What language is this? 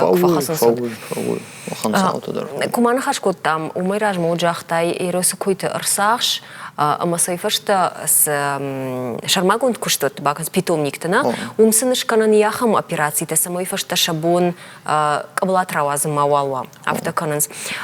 Ossetic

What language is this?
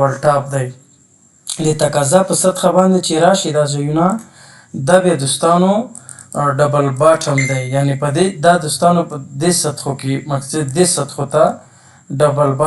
Pashto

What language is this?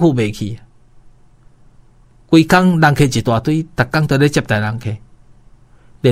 Min Nan Chinese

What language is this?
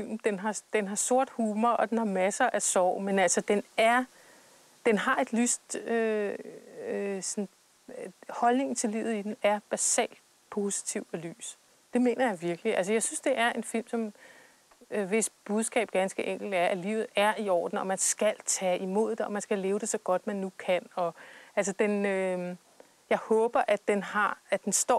Danish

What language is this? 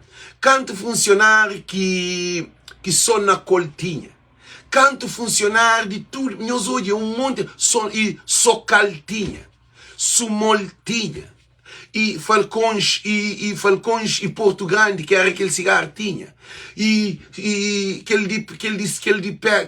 Kabuverdianu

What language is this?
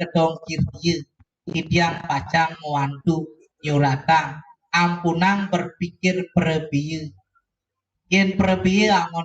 Balinese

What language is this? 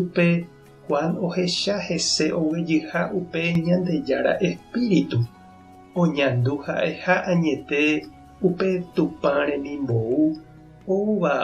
Guarani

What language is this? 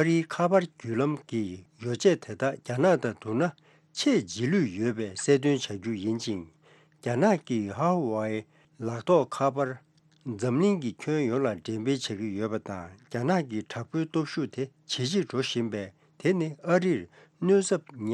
Tibetan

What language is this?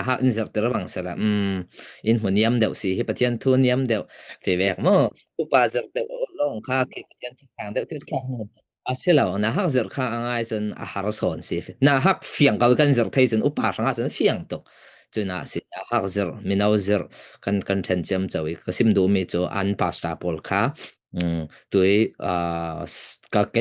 Falam Chin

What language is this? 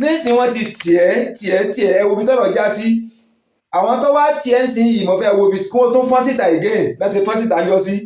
Yoruba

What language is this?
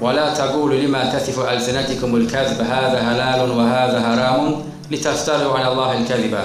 Azerbaijani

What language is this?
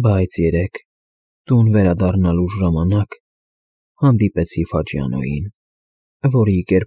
Armenian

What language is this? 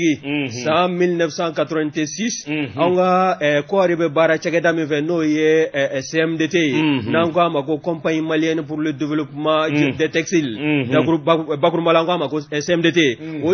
Bambara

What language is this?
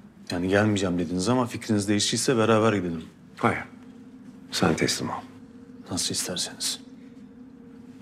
Turkish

